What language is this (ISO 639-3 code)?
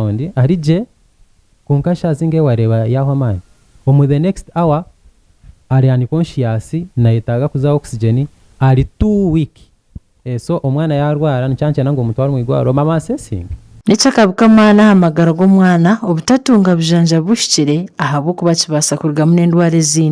nyn